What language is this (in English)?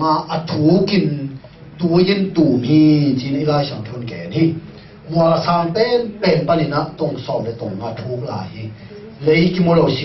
Tedim Chin